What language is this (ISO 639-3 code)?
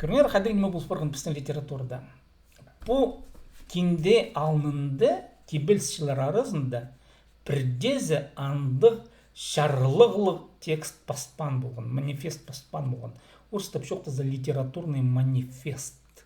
kjh